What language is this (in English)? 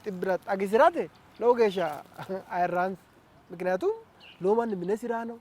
Sidamo